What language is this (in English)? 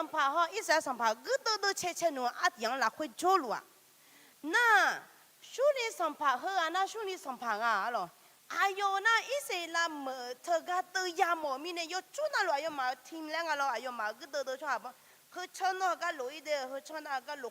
Akha